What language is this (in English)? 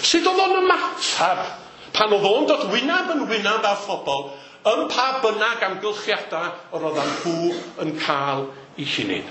Welsh